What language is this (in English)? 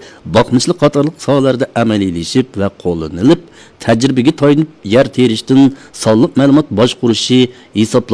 Uyghur